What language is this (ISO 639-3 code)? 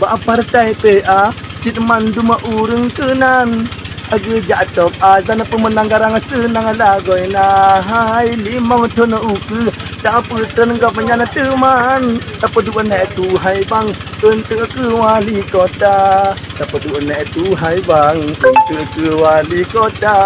ace